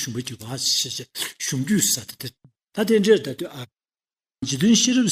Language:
Tibetan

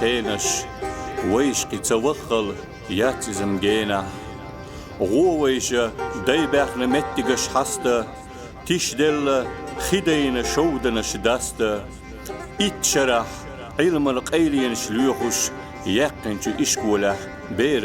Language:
Chechen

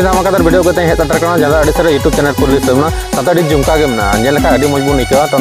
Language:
Santali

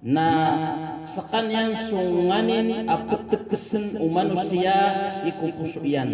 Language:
Maranao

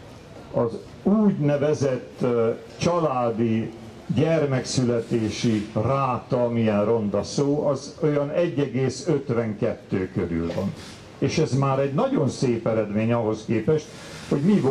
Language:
Hungarian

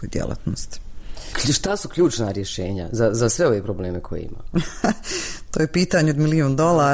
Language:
Bosnian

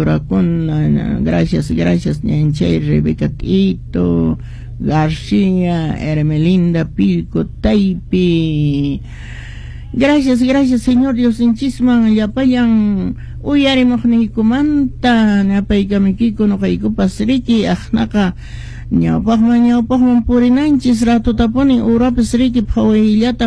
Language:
Quechua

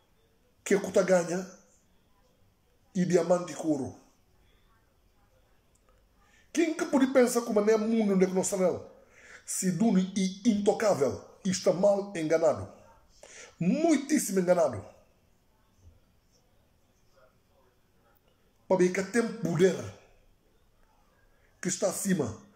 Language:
Upper Guinea Crioulo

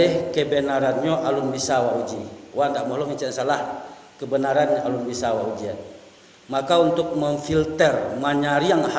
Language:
Minangkabau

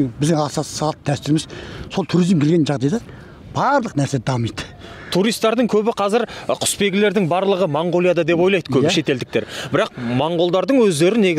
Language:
Kazakh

